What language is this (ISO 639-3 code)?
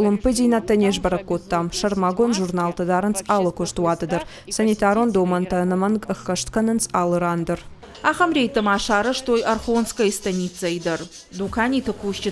oss